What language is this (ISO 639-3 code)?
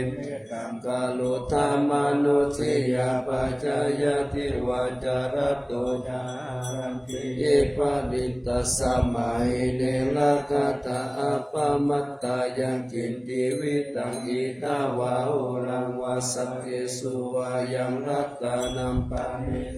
pli